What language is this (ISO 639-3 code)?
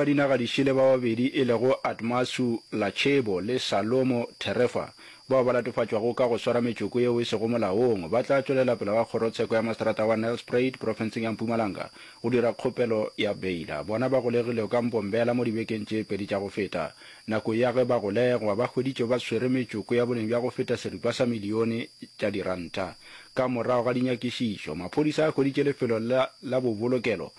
nso